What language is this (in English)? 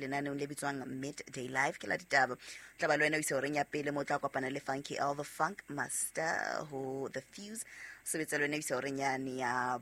Southern Sotho